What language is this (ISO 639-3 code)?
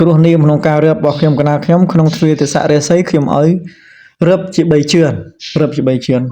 khm